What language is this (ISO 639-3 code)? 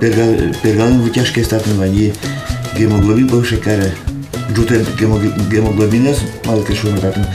udm